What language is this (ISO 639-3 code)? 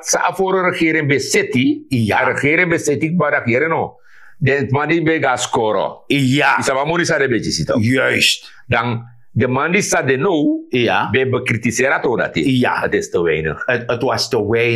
srn